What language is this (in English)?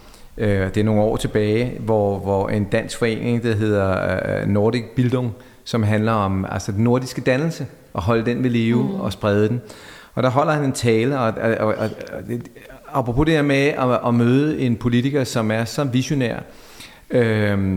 Danish